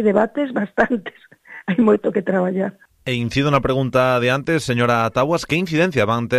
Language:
Galician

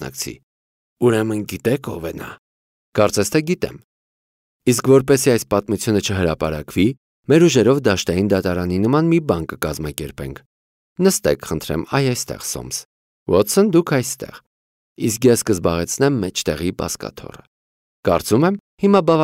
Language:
Armenian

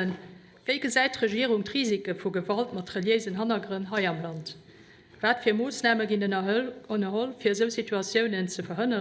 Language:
Luxembourgish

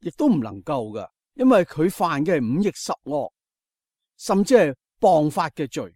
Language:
Cantonese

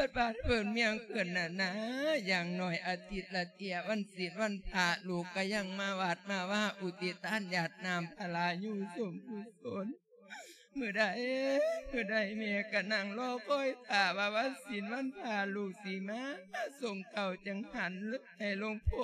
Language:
Lao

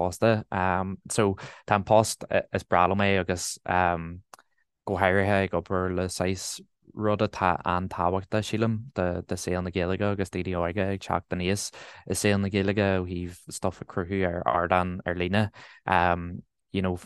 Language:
Irish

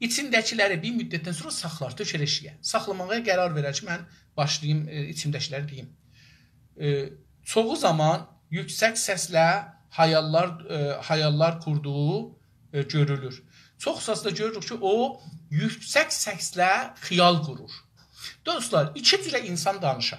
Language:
South Azerbaijani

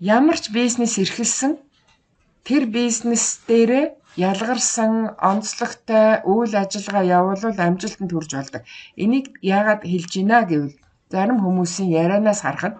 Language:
Mongolian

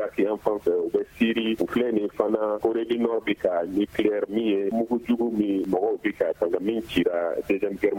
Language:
Bambara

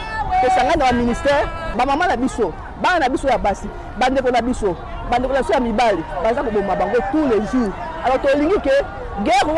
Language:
Lingala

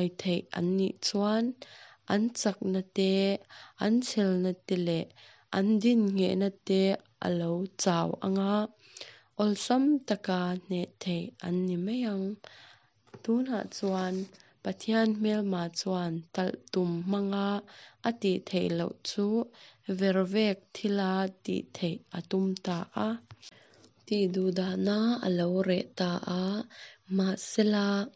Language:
Mizo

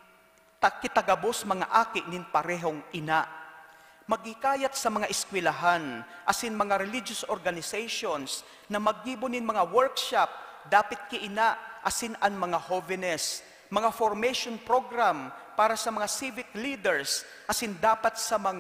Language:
Bikol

